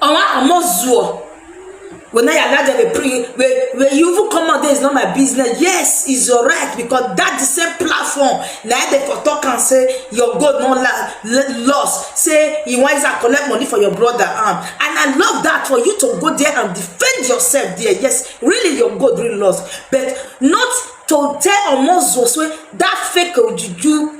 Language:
Nigerian Pidgin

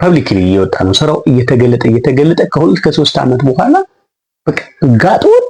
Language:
Amharic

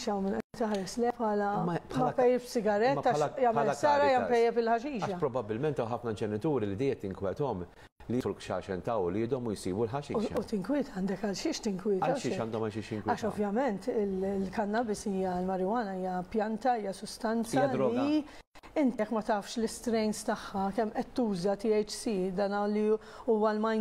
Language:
Maltese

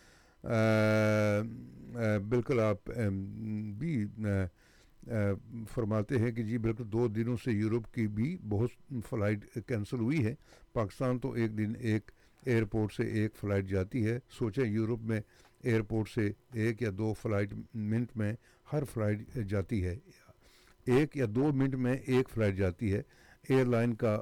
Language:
Urdu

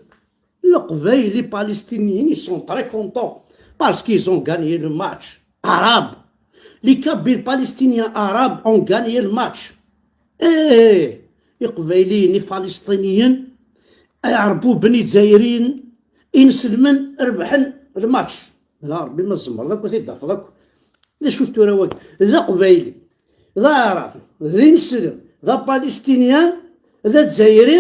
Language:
Kabyle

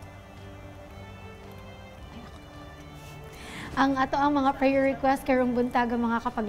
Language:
Cebuano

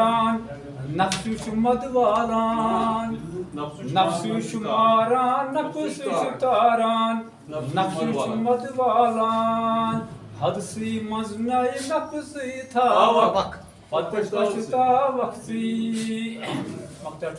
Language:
Kashmiri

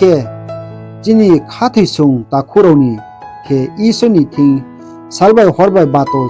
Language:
Riang (India)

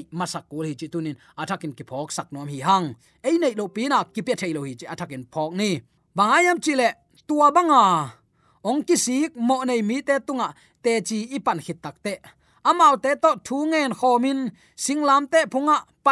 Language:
Tedim Chin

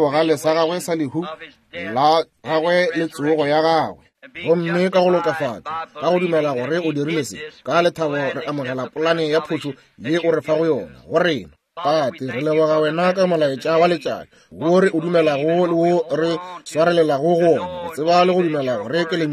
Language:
Northern Sotho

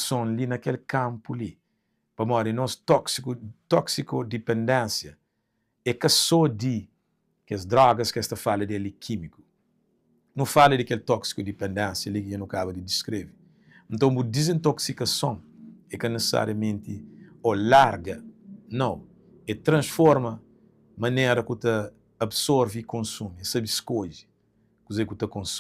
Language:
Kabuverdianu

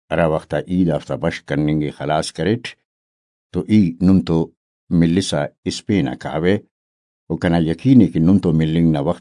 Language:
Brahui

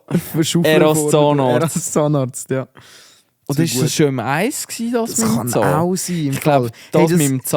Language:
Swiss German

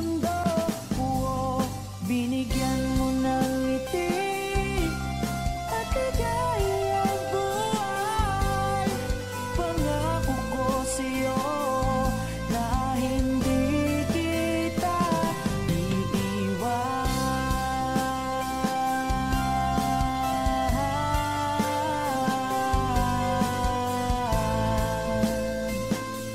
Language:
Filipino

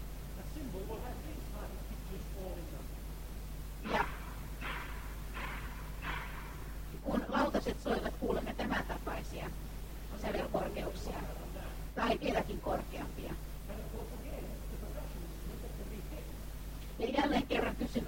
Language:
Finnish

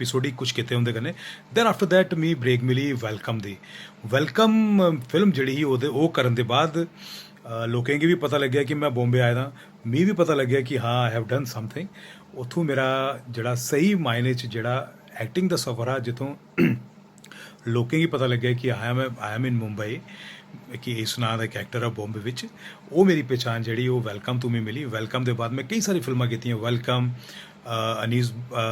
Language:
Dogri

